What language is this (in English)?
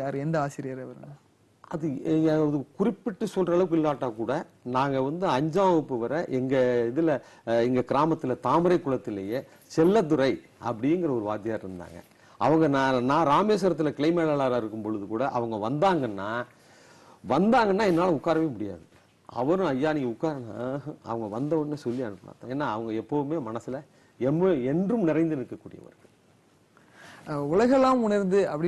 Tamil